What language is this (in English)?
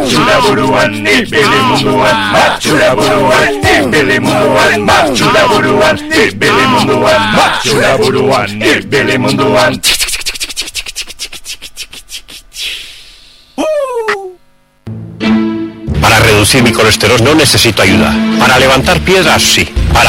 Basque